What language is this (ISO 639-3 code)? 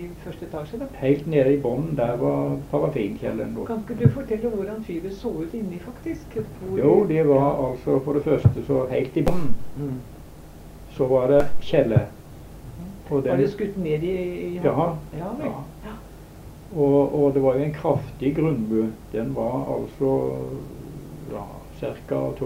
nor